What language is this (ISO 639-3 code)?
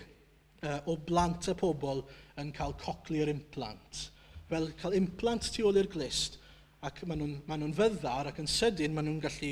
cym